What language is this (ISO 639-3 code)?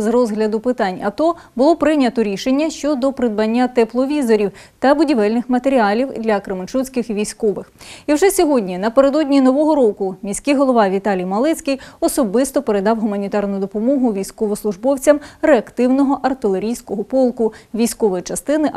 ukr